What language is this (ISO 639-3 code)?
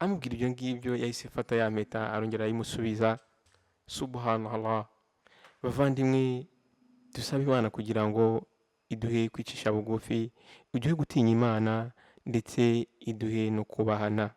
kin